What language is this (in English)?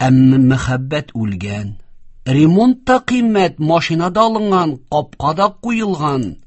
Tatar